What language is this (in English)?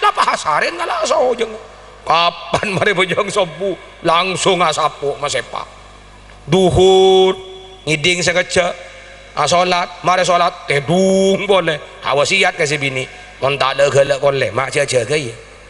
Madurese